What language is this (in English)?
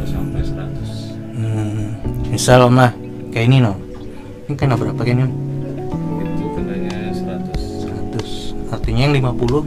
Banjar